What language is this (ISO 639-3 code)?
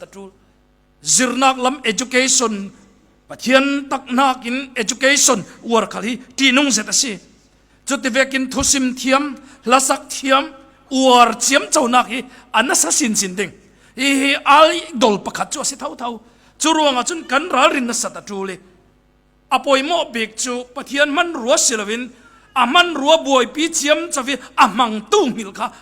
cfm